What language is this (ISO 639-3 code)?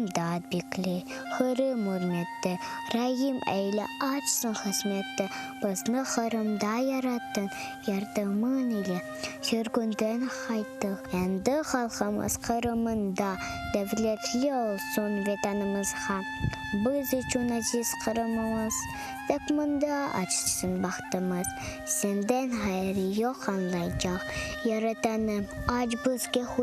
crh